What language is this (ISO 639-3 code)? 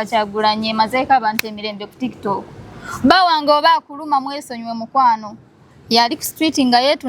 lug